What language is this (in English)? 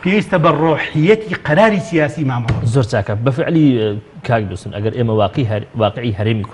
Central Kurdish